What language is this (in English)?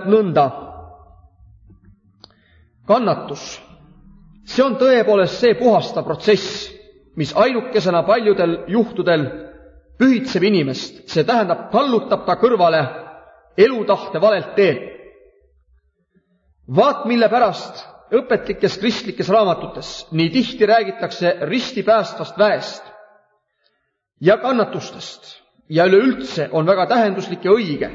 Estonian